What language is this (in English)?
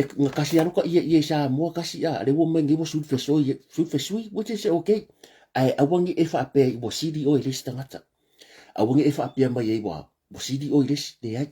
Samoan